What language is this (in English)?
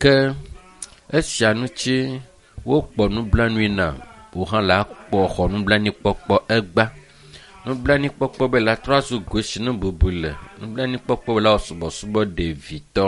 Ewe